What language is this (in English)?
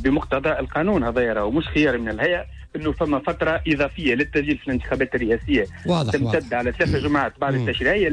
Tunisian Arabic